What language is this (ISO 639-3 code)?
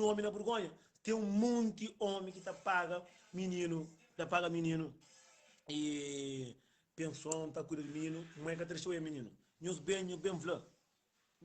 kea